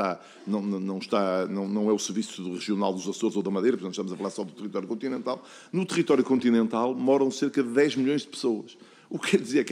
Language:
Portuguese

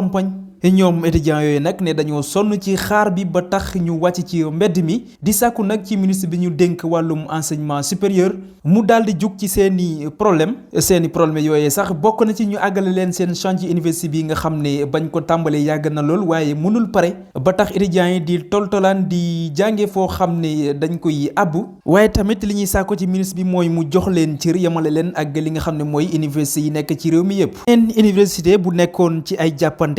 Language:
Wolof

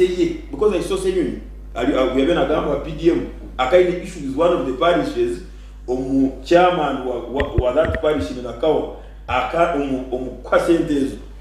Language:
Nyankole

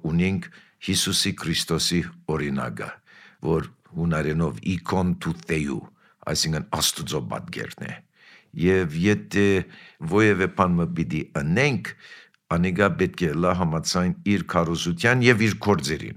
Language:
Armenian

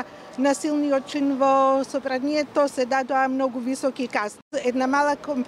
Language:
Macedonian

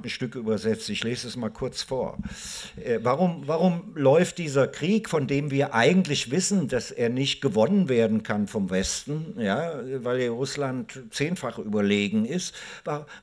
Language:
German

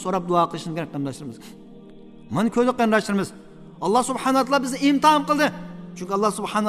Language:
Uyghur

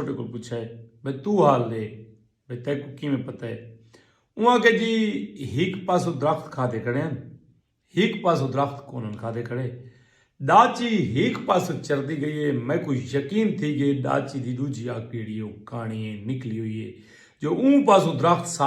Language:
Saraiki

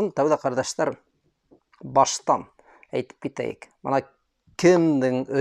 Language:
Bashkir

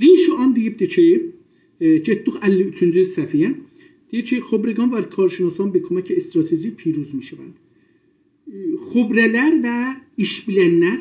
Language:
South Azerbaijani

